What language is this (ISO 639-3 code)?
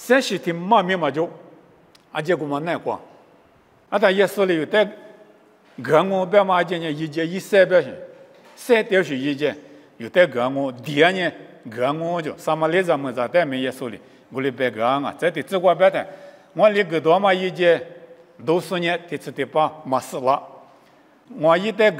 lis